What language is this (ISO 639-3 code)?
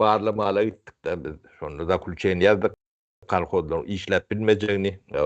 tuk